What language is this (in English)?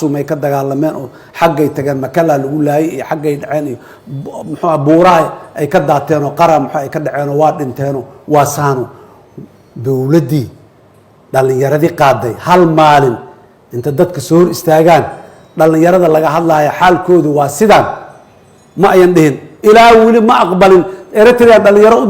Somali